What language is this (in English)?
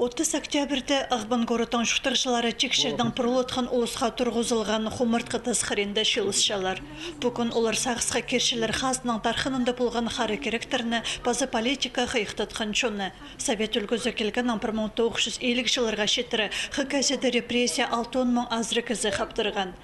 Khakas